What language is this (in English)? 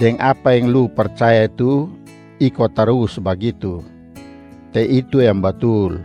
Kupang Malay